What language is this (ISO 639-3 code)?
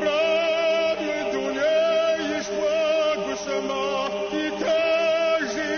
kbd